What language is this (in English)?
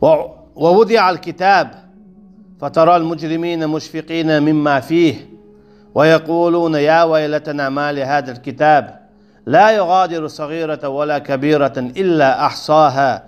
Chechen